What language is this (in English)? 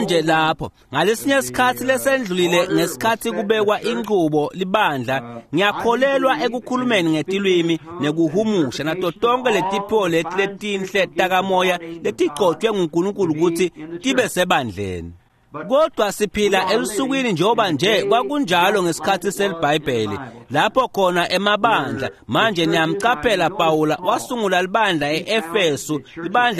Swati